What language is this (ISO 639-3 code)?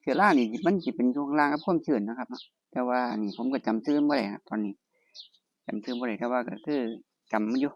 tts